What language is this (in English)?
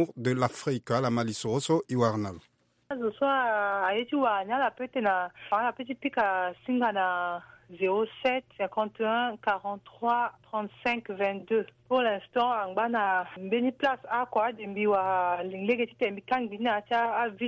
Sango